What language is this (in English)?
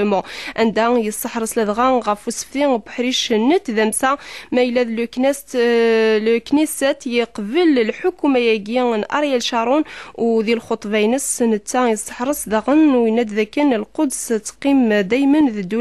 Kabyle